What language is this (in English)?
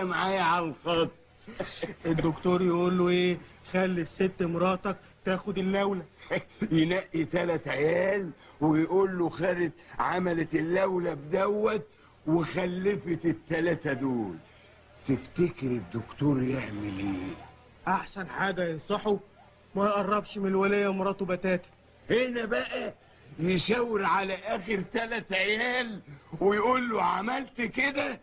Egyptian Arabic